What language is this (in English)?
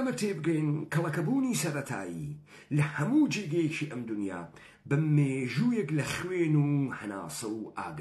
Central Kurdish